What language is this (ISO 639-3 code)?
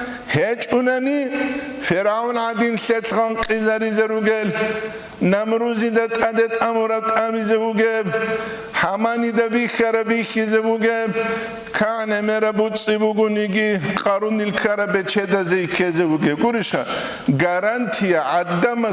ava